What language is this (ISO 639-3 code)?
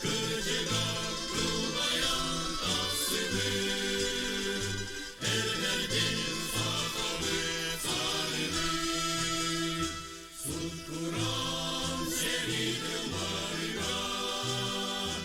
sah